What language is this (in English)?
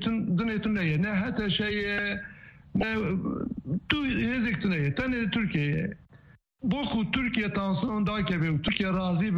Kurdish